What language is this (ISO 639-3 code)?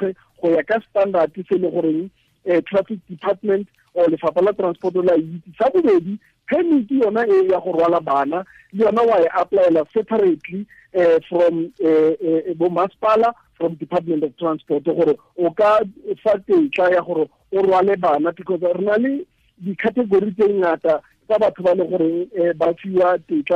tsn